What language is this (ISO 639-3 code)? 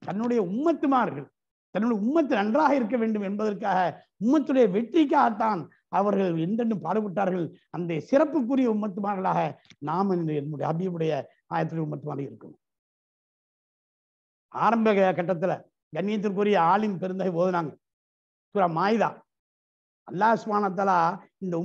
tam